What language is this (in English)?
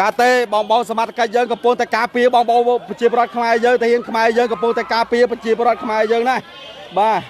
Khmer